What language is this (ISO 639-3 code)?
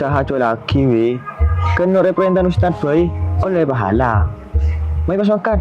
mad